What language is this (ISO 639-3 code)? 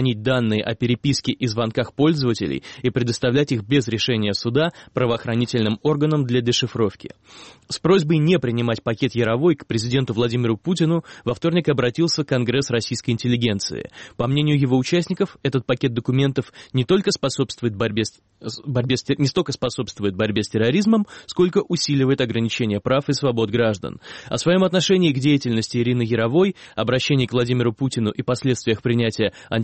rus